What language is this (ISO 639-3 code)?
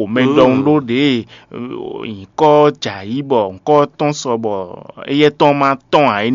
fon